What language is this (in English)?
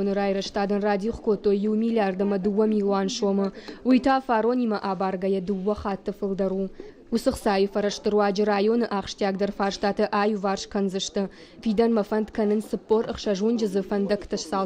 Ossetic